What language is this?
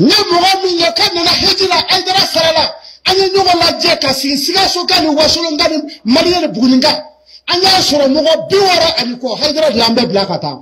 Bambara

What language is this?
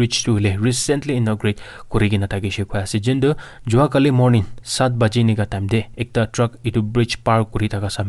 Naga Pidgin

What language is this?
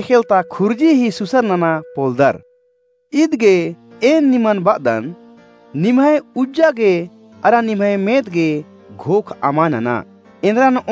Kurukh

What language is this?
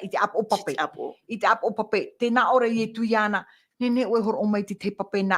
Tahitian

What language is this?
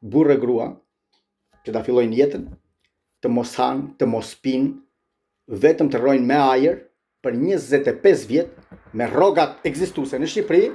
Albanian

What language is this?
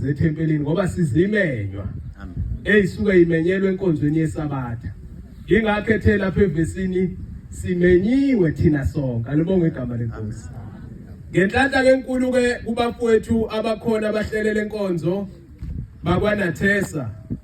Zulu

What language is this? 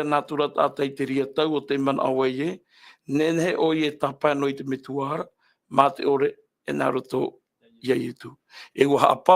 Tahitian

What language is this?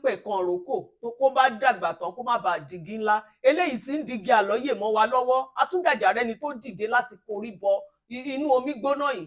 Yoruba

